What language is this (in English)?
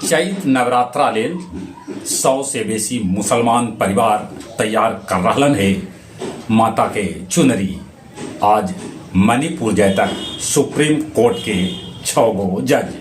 Magahi